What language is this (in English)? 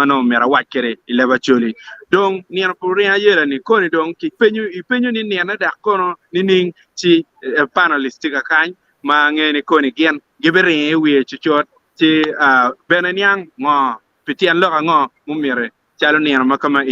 Acoli